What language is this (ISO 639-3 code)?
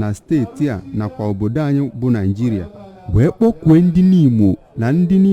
ibo